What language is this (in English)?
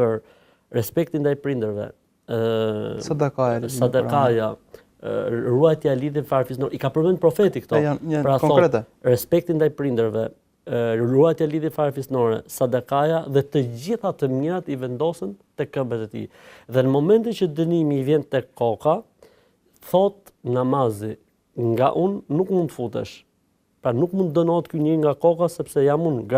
Albanian